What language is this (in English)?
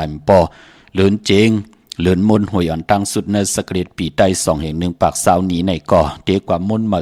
Shan